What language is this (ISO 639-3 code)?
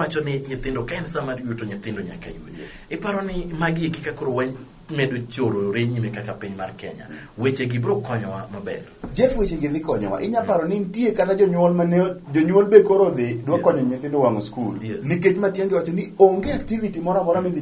luo